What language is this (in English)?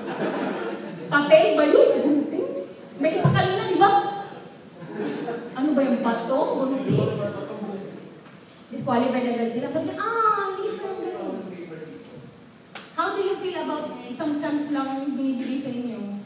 Filipino